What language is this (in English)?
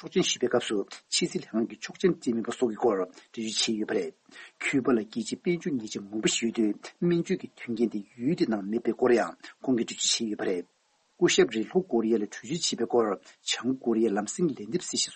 Tibetan